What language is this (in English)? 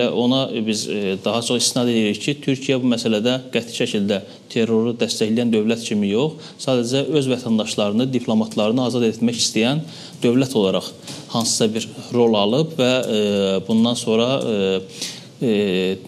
Azerbaijani